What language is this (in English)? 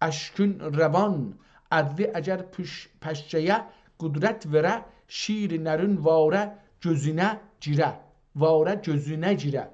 South Azerbaijani